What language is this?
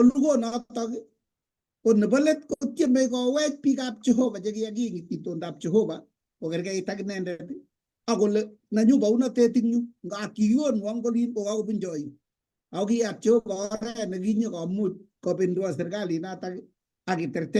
Kalenjin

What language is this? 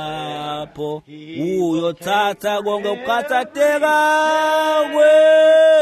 Swati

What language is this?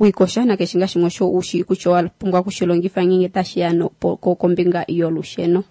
Kuanyama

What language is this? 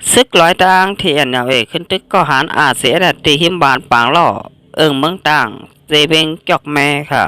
Shan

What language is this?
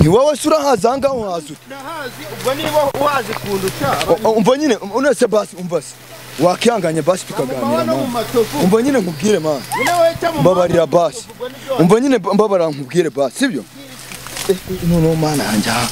Kinyarwanda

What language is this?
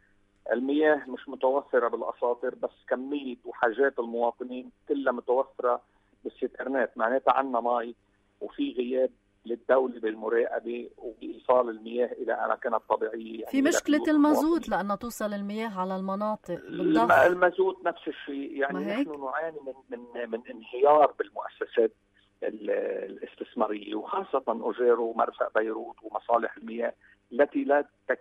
North Levantine Arabic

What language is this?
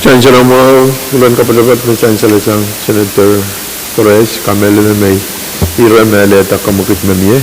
Pohnpeian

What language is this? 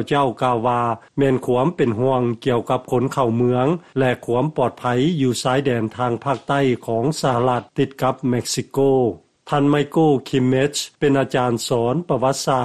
Lao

